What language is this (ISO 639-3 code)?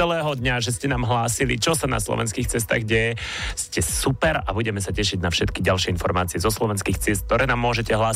slk